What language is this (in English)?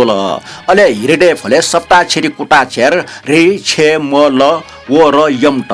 Newari